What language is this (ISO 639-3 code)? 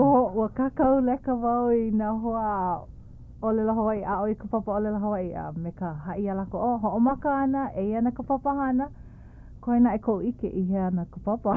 haw